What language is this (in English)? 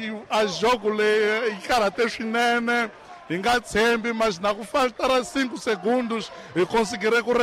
Tsonga